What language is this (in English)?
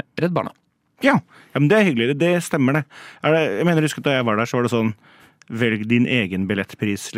Norwegian